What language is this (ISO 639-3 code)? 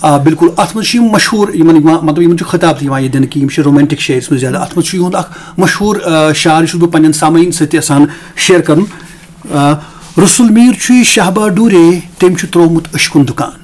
kas